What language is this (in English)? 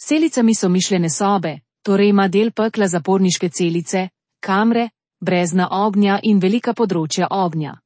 Slovenian